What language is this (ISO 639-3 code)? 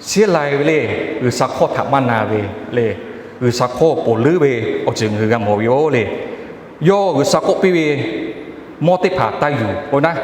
lhu